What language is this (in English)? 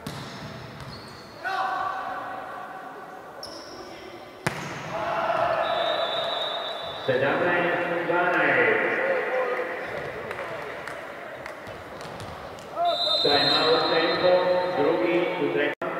Serbian